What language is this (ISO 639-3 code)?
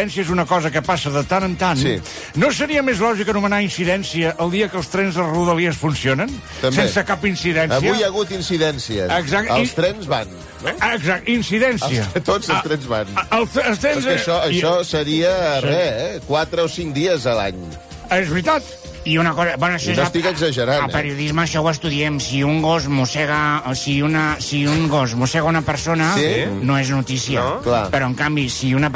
cat